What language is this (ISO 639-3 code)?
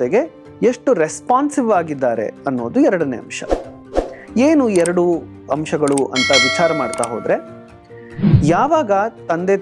kan